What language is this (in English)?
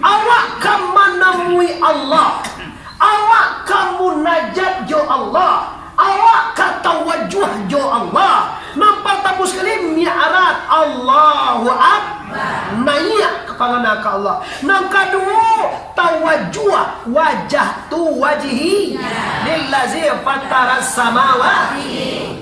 Minangkabau